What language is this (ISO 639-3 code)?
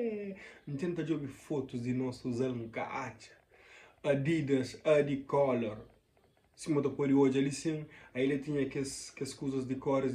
kea